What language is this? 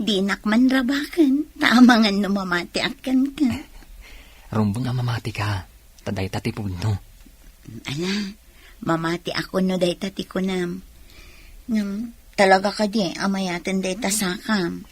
Iloko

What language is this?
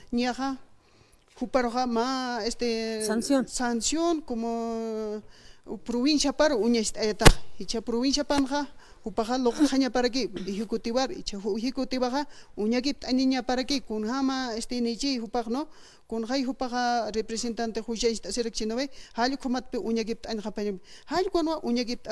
Aymara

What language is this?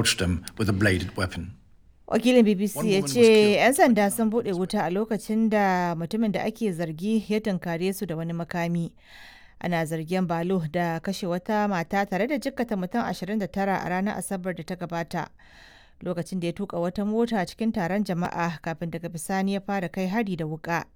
Hausa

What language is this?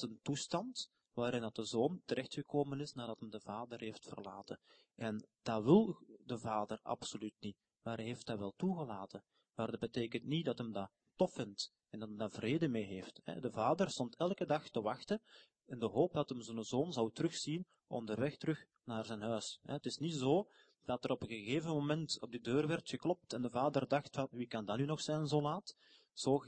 Dutch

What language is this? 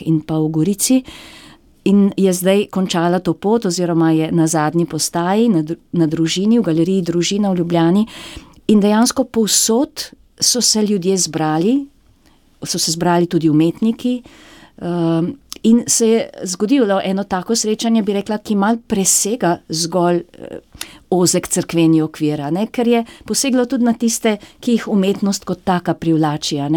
Slovenian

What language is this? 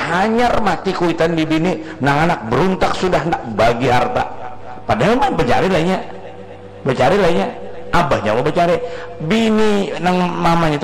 Banjar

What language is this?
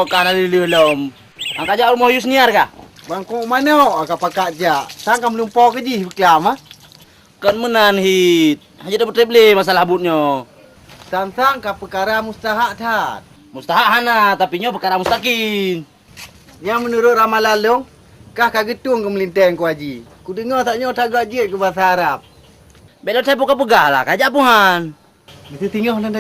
Achinese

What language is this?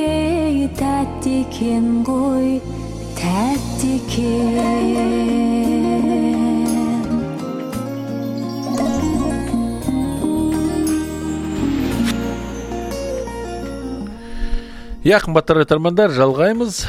Kazakh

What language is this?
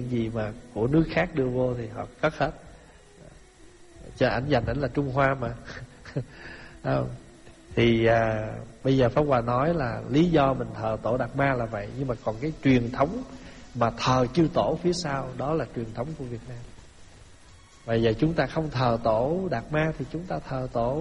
Vietnamese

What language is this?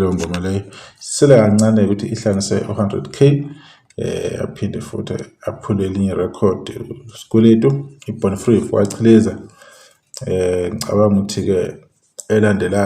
Zulu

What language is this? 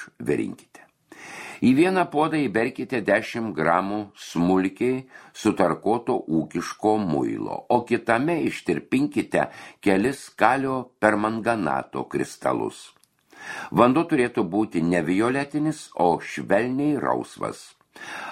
Lithuanian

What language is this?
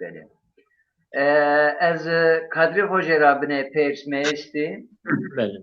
Zaza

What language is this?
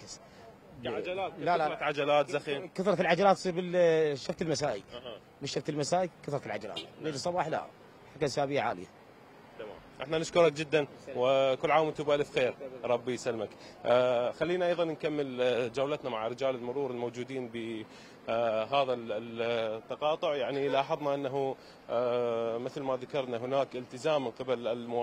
Mesopotamian Arabic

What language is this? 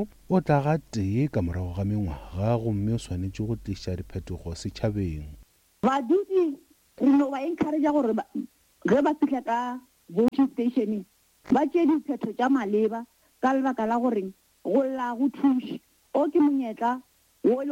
Northern Sotho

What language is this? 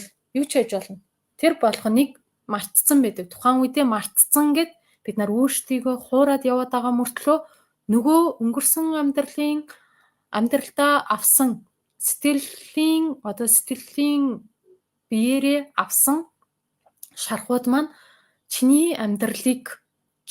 Mongolian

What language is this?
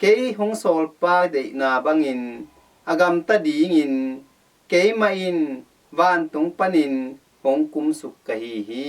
Tedim Chin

